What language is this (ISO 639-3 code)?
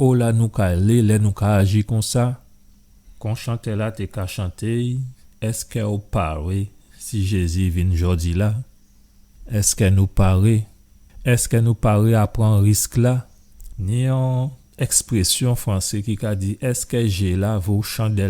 gcf